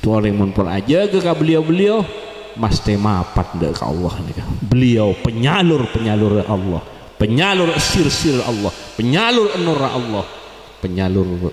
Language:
Madurese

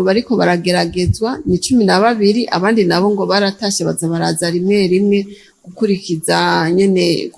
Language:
Rundi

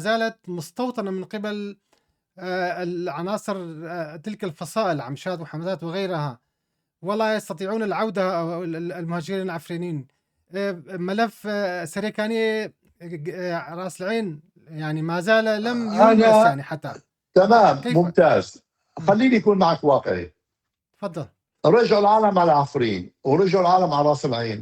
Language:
North Levantine Arabic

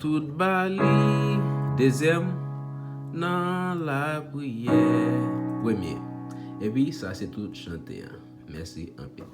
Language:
Haitian Creole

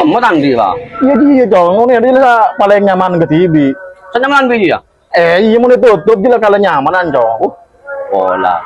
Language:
Madurese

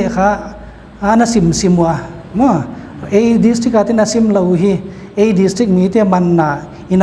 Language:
Paite Chin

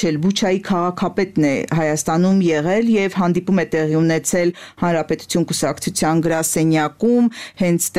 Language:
Armenian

